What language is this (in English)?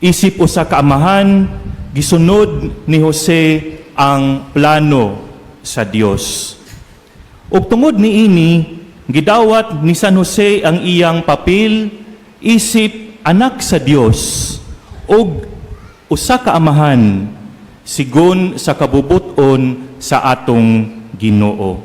Cebuano